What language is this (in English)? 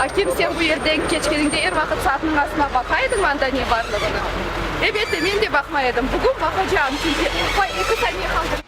Crimean Tatar